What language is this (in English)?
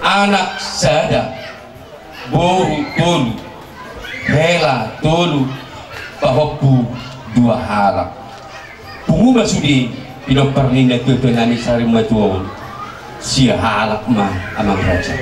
Batak Toba